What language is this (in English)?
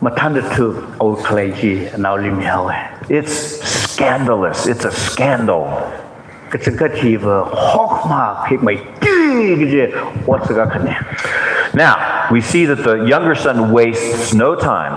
Tangkhul Naga (India)